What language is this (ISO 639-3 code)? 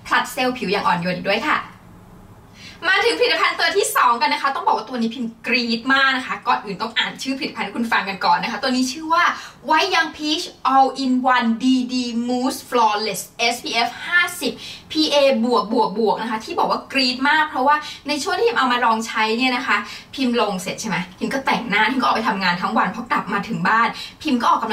tha